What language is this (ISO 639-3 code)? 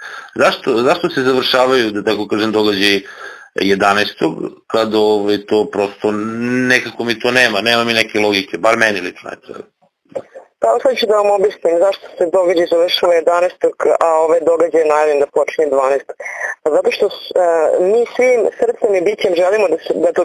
srp